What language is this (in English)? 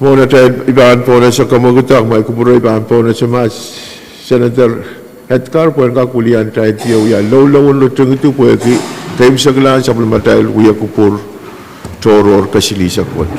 Pohnpeian